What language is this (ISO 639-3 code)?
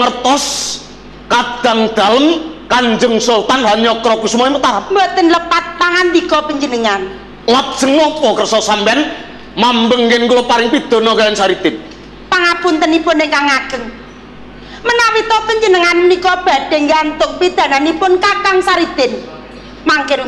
jav